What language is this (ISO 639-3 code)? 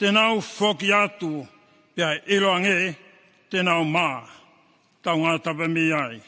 ton